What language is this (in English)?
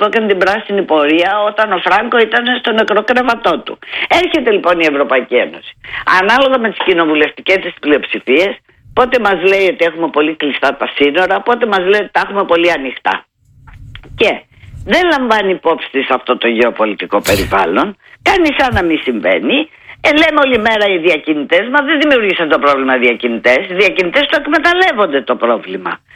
Greek